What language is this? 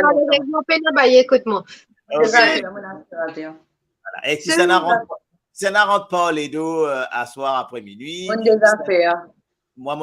Morisyen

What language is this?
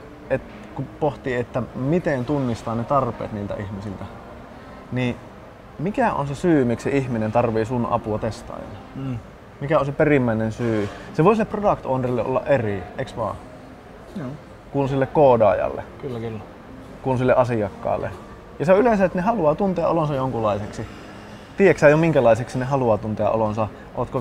Finnish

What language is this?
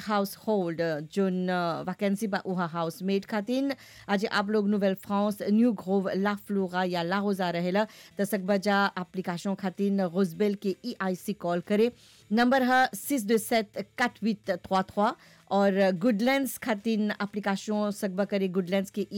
Bhojpuri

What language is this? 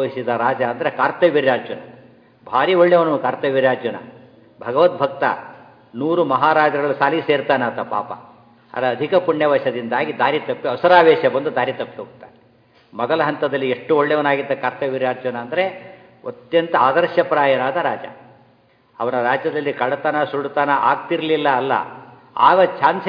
Kannada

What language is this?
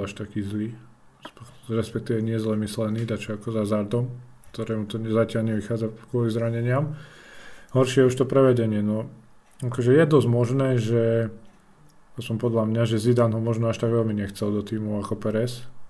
Slovak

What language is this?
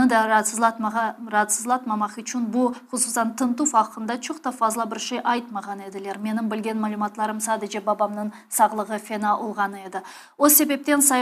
Crimean Tatar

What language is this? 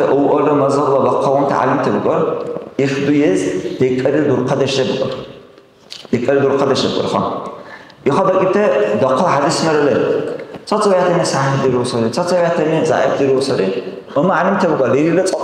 Dargwa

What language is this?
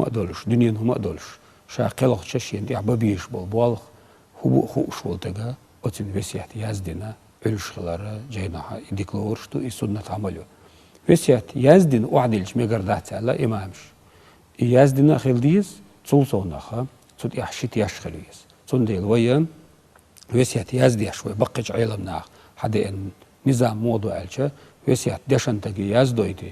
Chechen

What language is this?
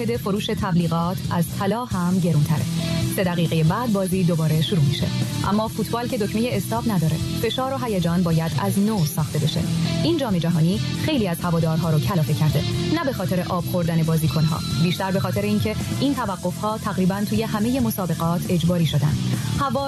Persian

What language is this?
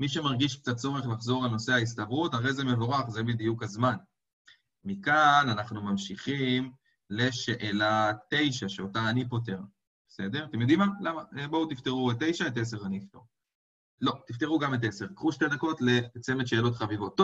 Hebrew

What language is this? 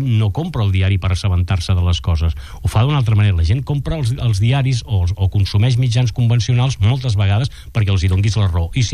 Catalan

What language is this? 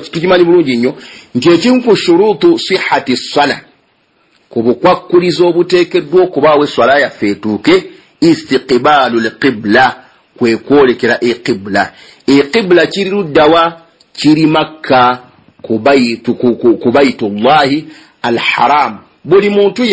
Ganda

